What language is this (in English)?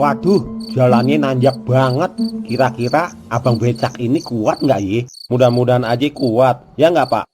Betawi